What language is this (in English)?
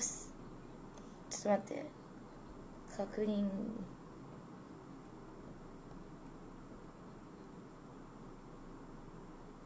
Japanese